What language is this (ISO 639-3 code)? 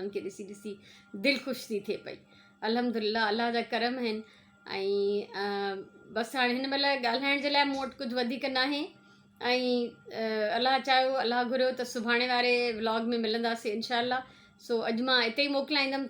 snd